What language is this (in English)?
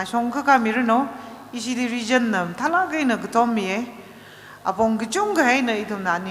Tangkhul Naga (India)